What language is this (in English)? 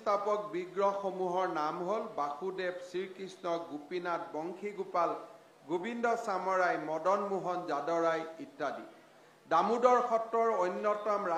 Assamese